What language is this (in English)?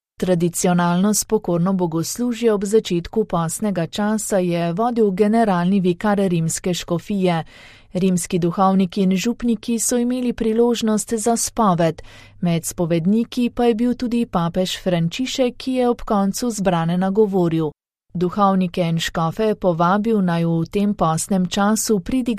Slovenian